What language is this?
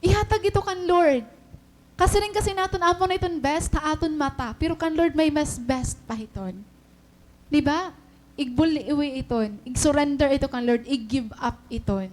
Waray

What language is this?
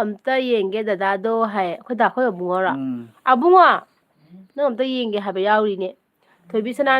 Manipuri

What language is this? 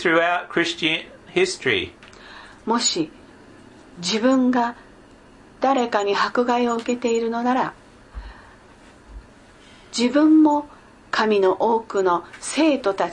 Japanese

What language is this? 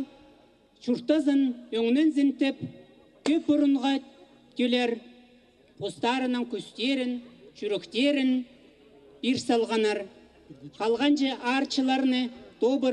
Khakas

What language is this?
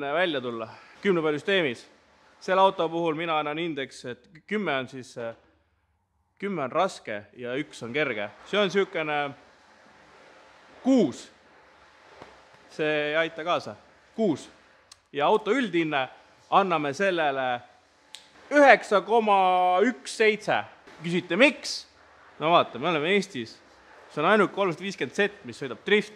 Estonian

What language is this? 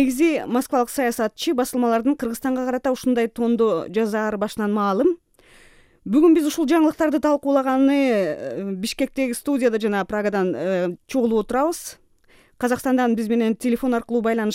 Kyrgyz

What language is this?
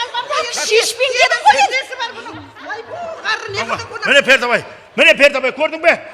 Kara-Kalpak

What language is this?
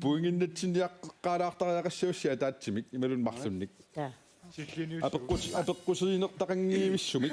Kalaallisut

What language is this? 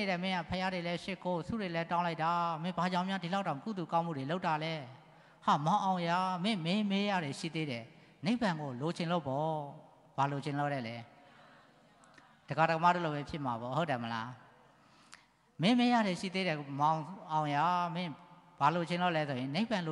Burmese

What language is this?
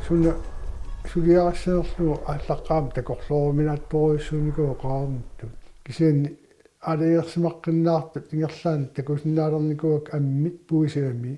Kalaallisut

